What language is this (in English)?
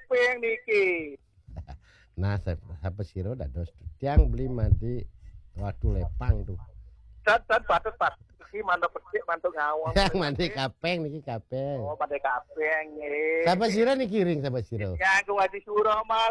Balinese